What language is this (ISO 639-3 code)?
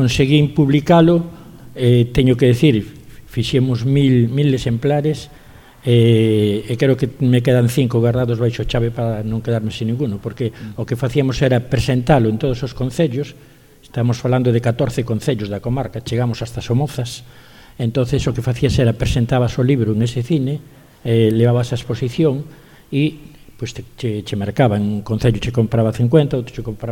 glg